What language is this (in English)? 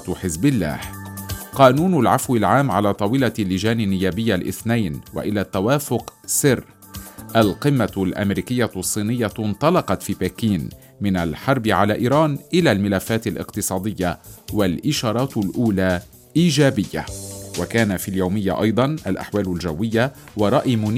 Arabic